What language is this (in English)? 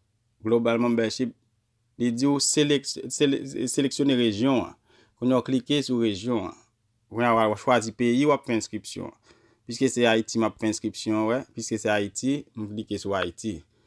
Haitian Creole